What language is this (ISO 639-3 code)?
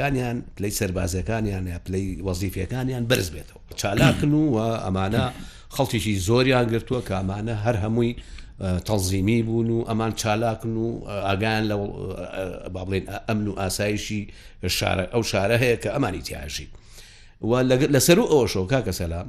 ckb